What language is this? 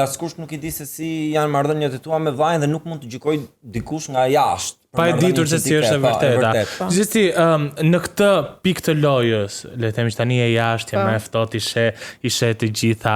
Albanian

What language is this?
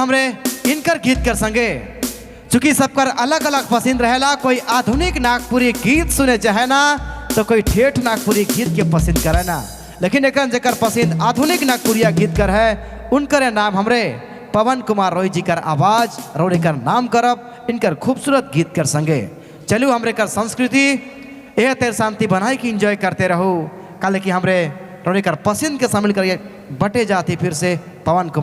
Sadri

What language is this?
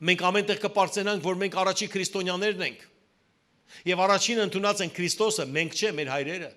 Western Armenian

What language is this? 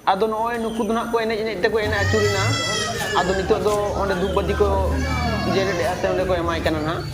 Santali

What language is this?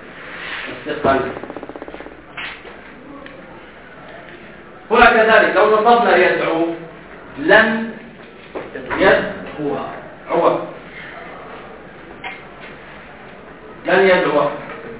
Arabic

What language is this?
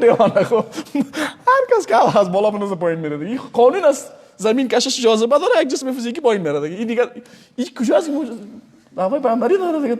Persian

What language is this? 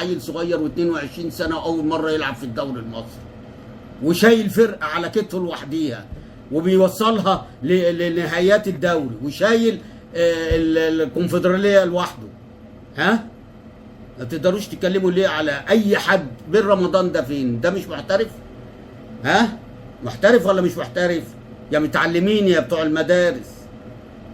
Egyptian Arabic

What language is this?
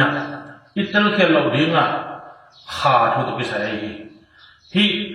Tedim Chin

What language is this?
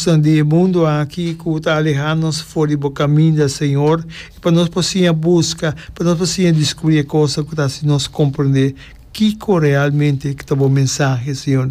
Papiamento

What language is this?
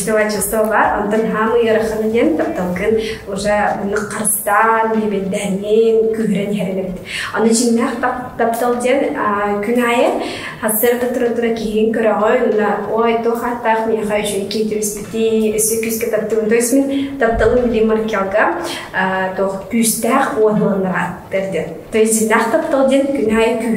Yakut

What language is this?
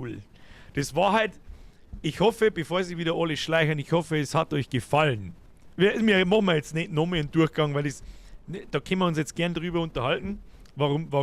Bavarian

